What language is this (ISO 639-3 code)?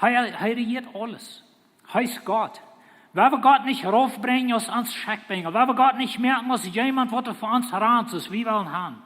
pdt